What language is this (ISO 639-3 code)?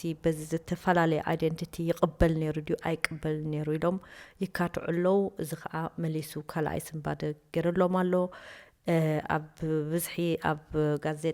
tir